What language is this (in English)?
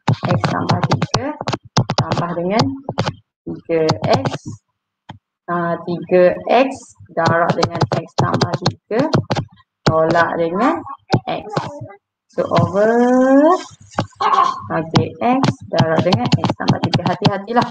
Malay